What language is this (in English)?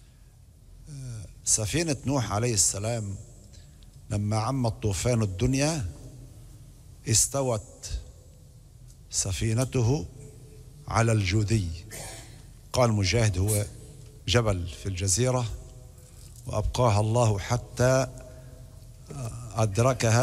Arabic